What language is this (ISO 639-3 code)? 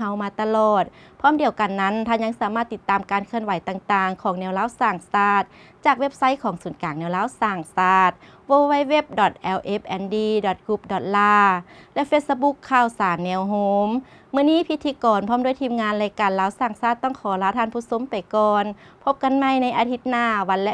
lao